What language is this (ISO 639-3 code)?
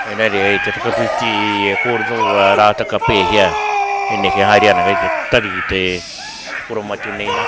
mri